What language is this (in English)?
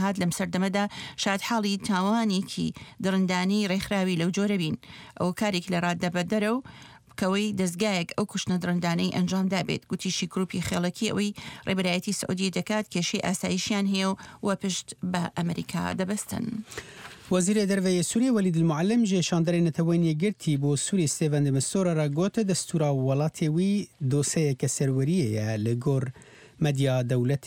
Central Kurdish